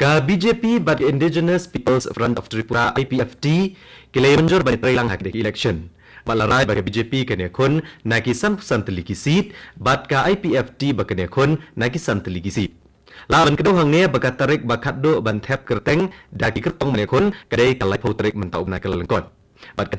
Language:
Khasi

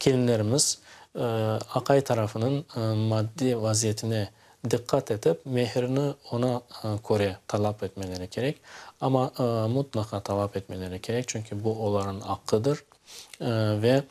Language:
Crimean Tatar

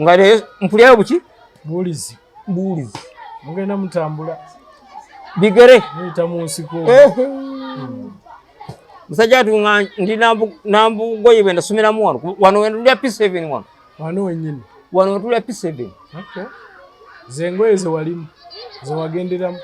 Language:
Ganda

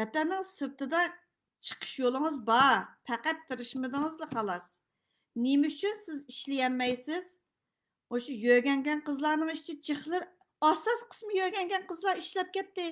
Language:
Uyghur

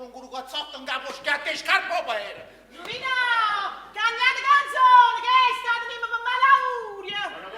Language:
Neapolitan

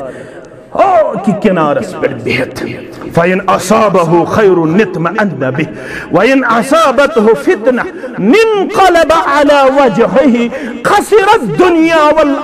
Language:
Kashmiri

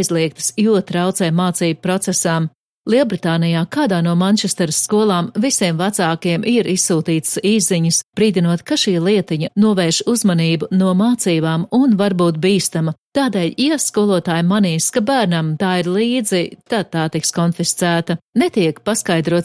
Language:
Latvian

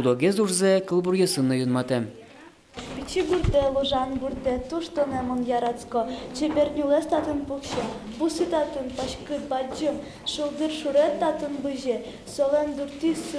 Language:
Udmurt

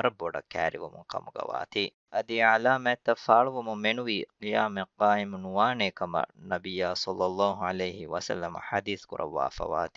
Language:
Divehi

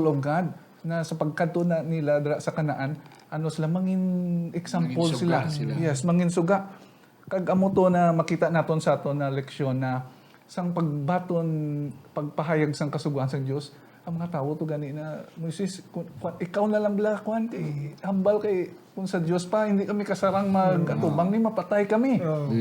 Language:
Hiligaynon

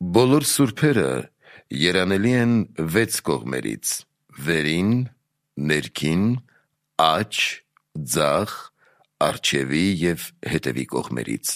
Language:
Armenian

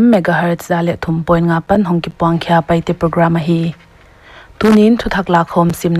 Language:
Paite Chin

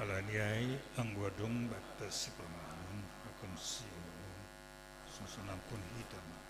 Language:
Batak Simalungun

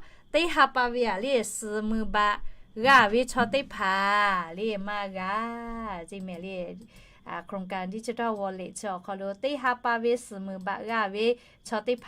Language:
Lahu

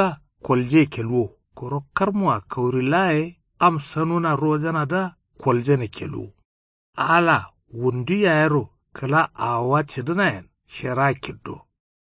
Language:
Kanuri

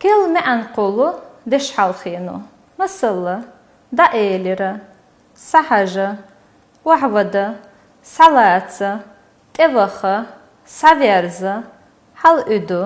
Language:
Chechen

